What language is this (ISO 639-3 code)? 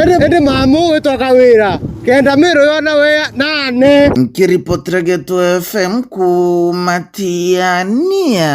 mer